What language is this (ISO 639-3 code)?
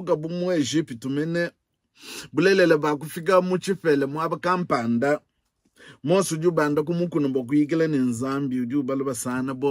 lua